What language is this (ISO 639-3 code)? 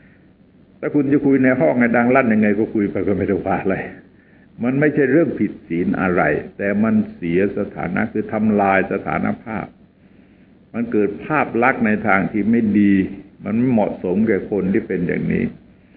tha